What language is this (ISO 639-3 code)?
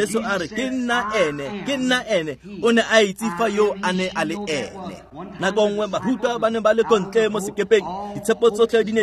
tsn